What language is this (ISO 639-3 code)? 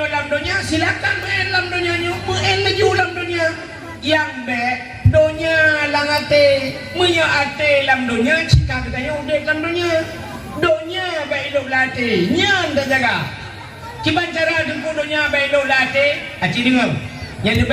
ace